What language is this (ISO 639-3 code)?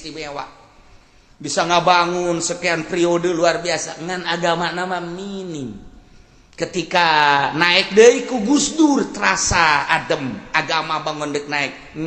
sun